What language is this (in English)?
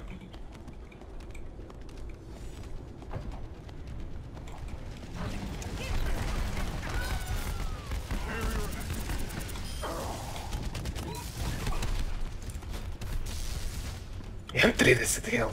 Croatian